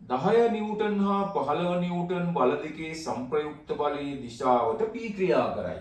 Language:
Sinhala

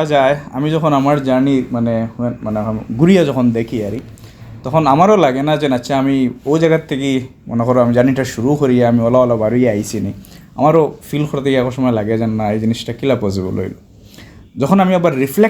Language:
Sylheti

